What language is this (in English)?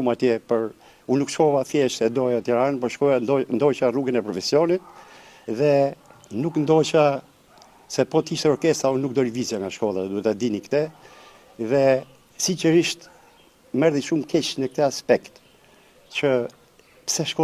Albanian